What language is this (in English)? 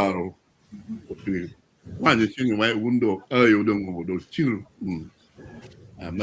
Acoli